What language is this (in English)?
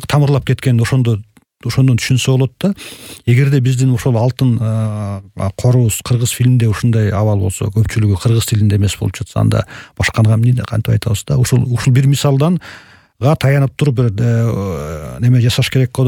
Kyrgyz